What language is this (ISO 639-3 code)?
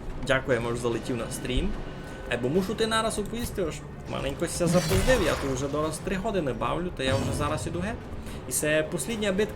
rue